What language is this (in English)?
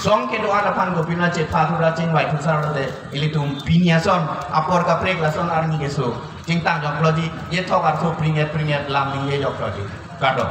Karbi